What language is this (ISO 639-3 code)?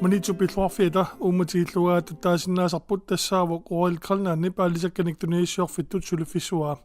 kal